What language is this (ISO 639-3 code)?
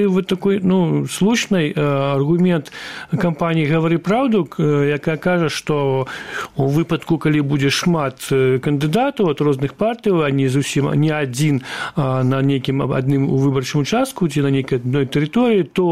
bel